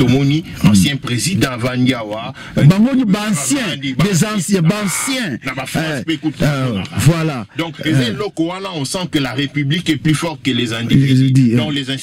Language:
Lingala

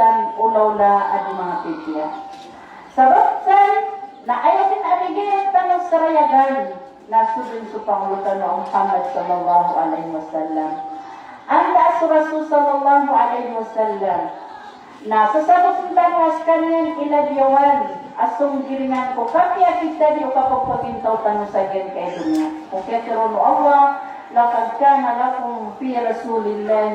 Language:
Maranao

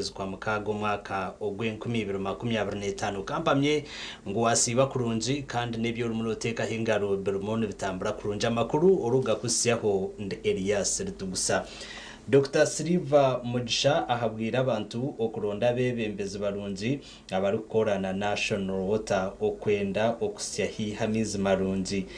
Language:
Nyankole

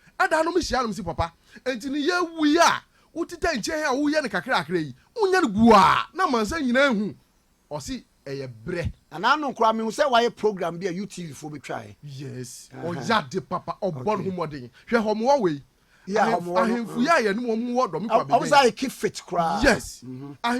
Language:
Akan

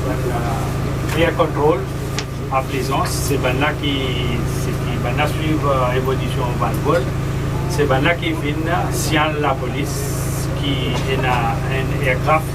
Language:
Morisyen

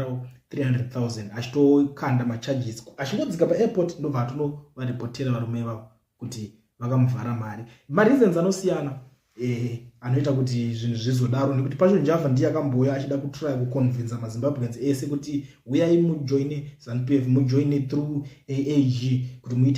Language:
Shona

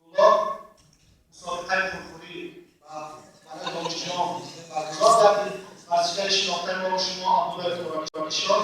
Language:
Tajik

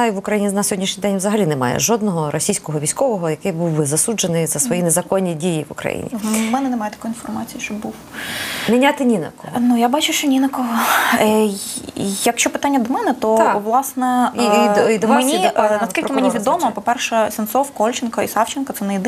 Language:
Ukrainian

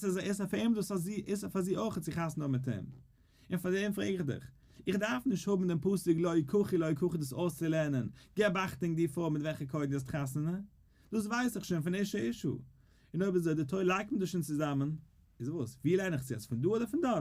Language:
Yiddish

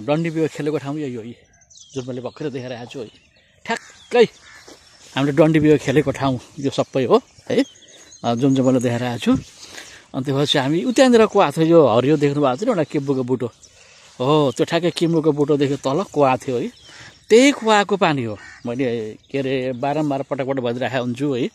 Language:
Nepali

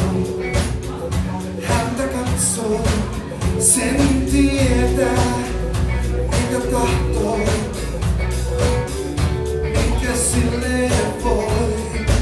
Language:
Finnish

